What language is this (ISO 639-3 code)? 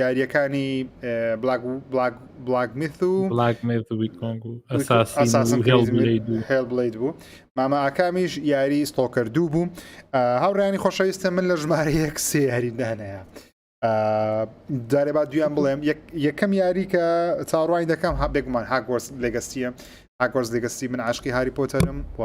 ckb